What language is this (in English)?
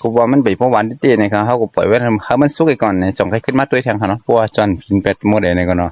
Shan